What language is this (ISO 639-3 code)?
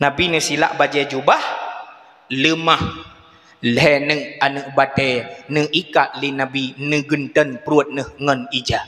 ace